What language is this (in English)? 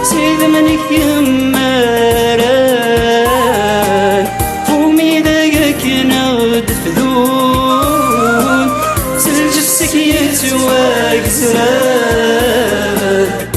Kabyle